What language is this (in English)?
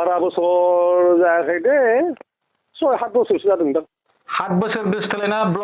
Bodo